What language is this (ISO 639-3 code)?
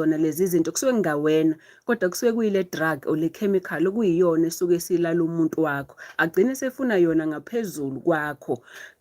zul